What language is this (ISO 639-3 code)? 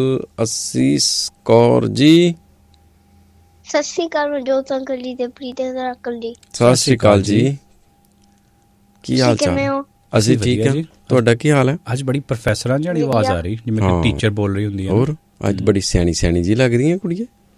pan